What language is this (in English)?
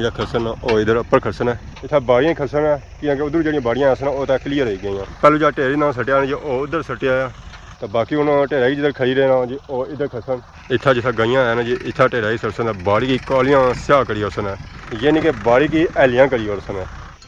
Pahari-Potwari